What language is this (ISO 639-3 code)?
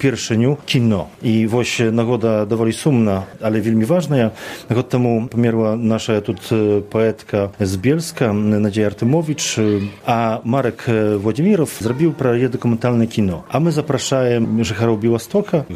bel